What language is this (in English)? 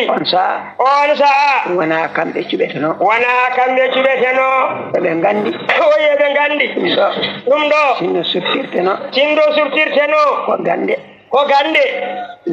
Fula